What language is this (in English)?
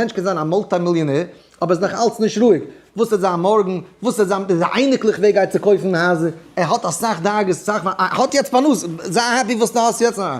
Yiddish